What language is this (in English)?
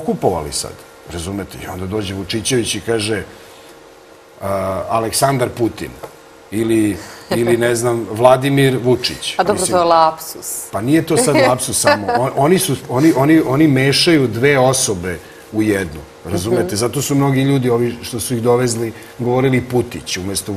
Serbian